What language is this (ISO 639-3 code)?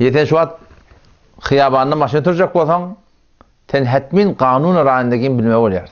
tuk